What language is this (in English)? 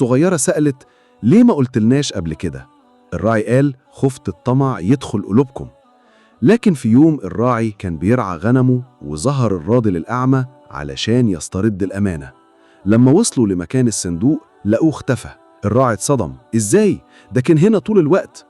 Egyptian Arabic